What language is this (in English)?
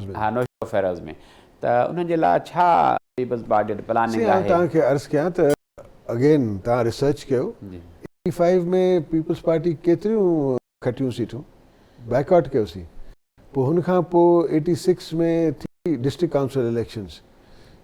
Sindhi